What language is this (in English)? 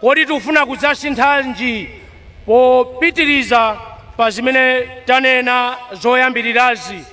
Nyanja